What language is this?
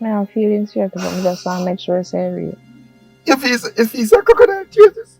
Jamaican Creole English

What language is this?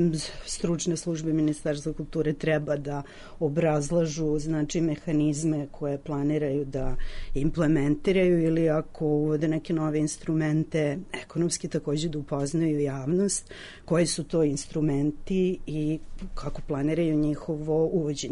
Serbian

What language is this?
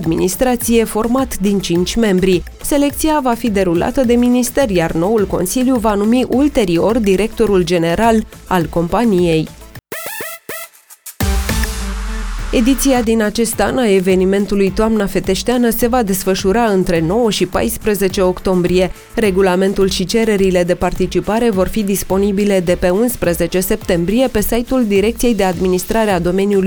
Romanian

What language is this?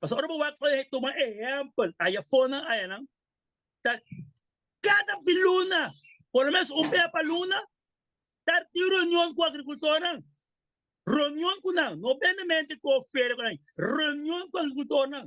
Papiamento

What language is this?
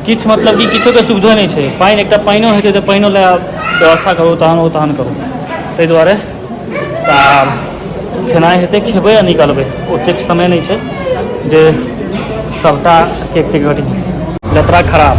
Maithili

